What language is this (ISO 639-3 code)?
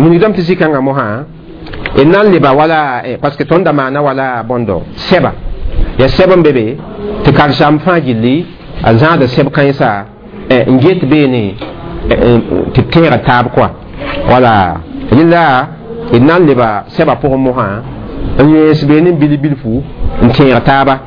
mos